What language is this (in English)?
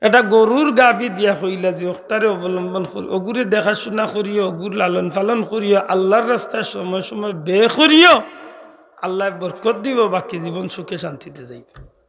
Sylheti